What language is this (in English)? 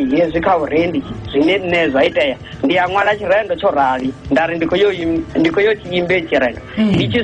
Venda